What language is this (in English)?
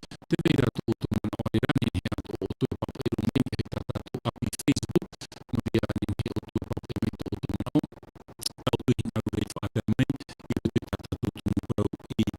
Tahitian